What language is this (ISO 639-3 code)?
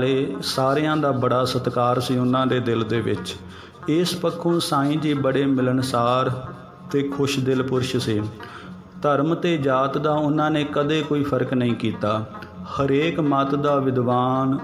pan